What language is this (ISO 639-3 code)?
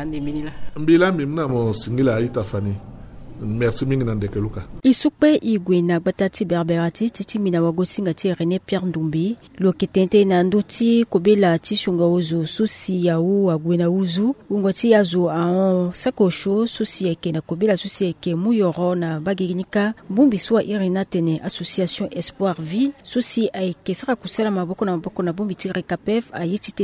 sag